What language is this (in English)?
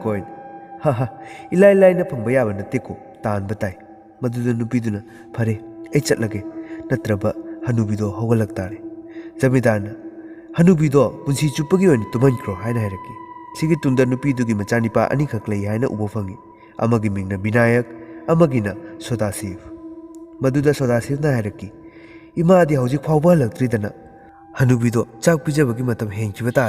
Manipuri